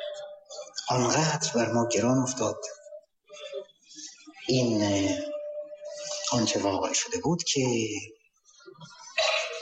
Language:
Persian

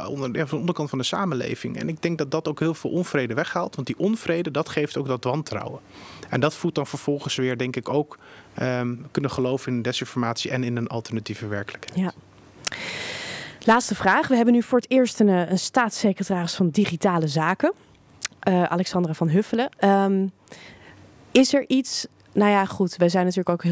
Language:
Dutch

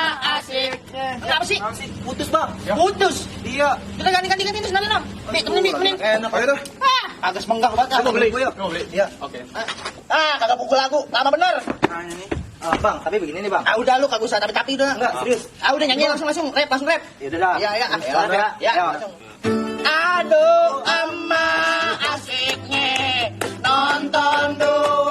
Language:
Betawi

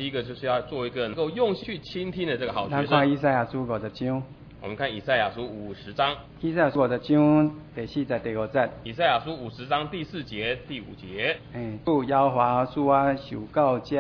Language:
Chinese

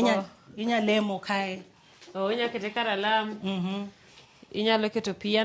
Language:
Luo (Kenya and Tanzania)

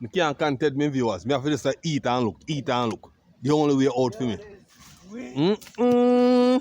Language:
Jamaican Creole English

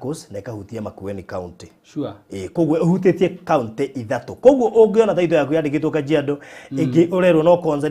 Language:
Kikuyu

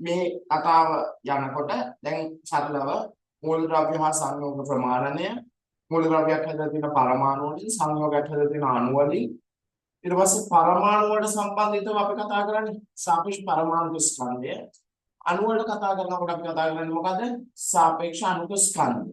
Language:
Sinhala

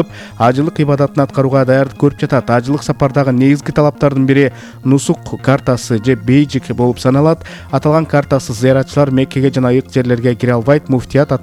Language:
Kyrgyz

